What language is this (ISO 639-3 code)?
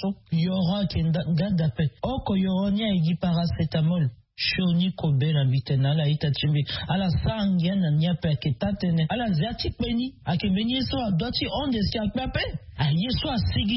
sag